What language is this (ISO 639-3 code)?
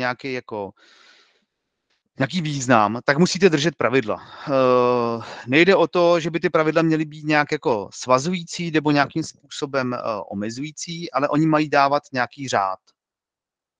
ces